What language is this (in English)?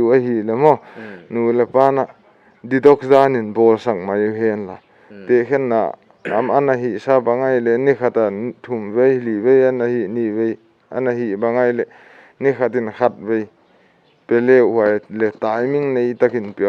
Paite Chin